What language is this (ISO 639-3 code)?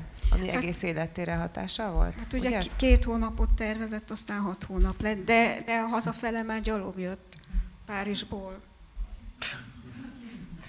hun